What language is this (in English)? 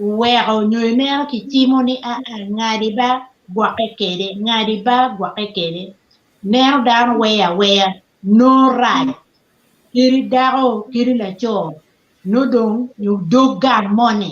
Acoli